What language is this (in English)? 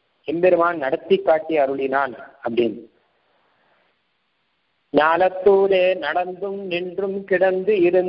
Tamil